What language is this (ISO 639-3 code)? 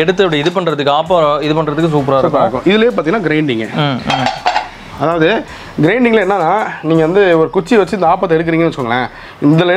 tam